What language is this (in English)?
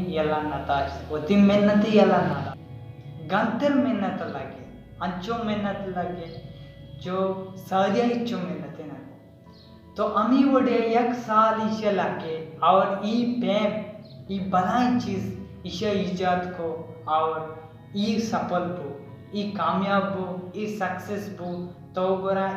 Baluchi